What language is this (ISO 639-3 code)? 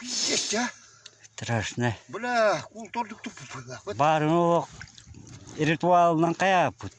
sah